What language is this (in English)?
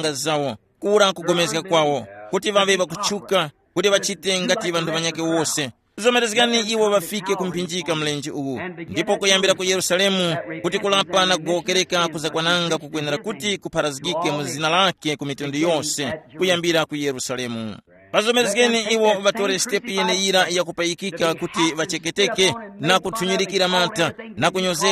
Tumbuka